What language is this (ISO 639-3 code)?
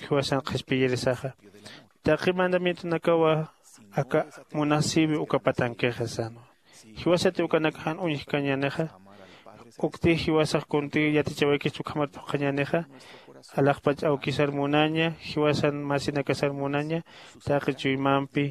aym